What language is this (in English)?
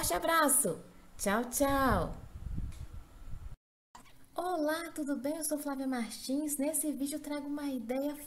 Portuguese